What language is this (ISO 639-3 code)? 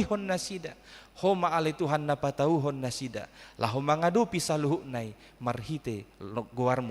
bbc